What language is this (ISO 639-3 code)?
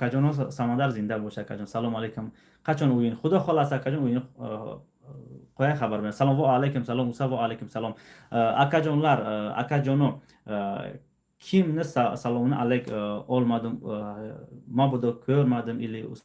tgk